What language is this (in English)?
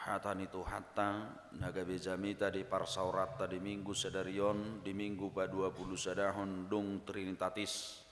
Batak Toba